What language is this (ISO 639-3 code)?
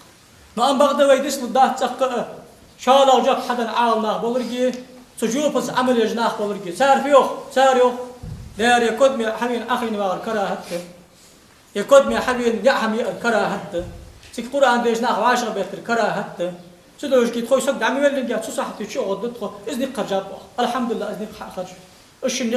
inh